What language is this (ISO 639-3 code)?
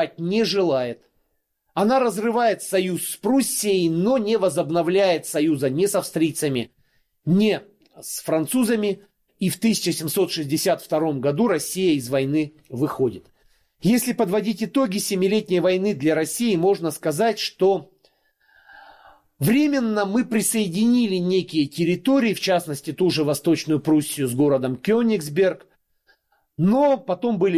rus